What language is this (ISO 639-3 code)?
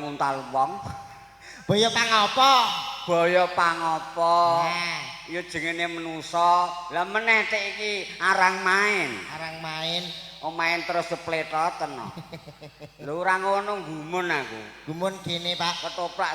jav